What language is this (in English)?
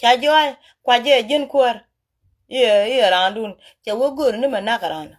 Nuer